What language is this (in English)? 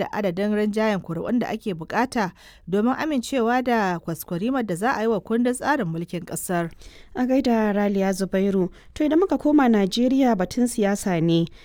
Hausa